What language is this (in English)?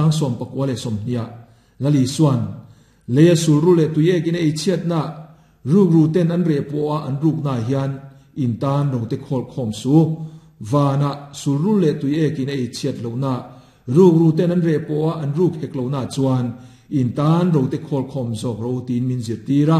Mizo